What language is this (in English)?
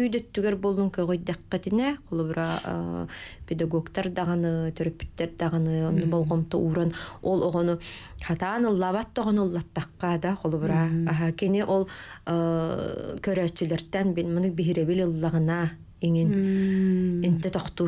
Yakut